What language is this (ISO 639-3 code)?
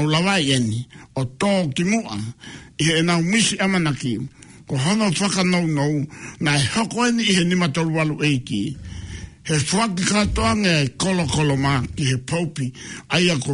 ton